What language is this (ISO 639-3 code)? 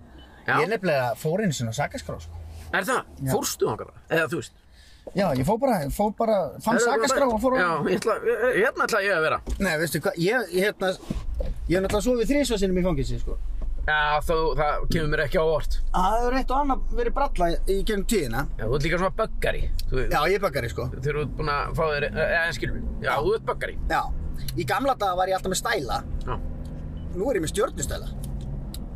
isl